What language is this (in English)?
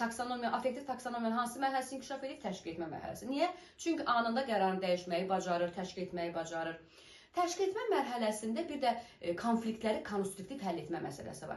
Azerbaijani